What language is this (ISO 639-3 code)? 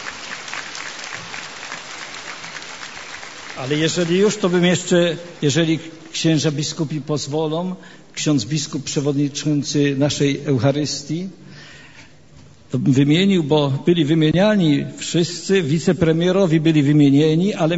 pol